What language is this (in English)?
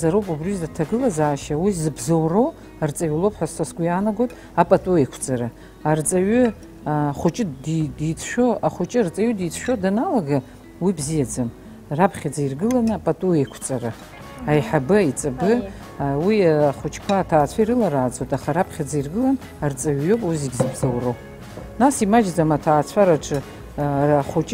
Abkhazian